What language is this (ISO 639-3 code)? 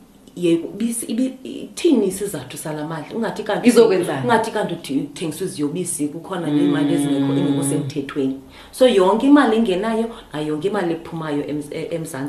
xho